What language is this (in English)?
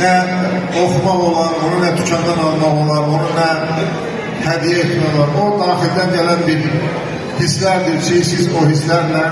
Azerbaijani